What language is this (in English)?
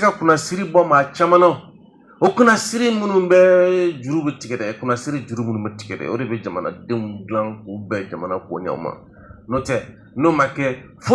Bambara